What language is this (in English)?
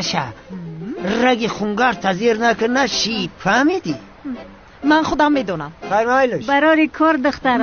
Tajik